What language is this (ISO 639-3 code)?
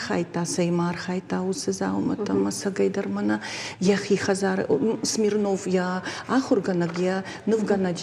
oss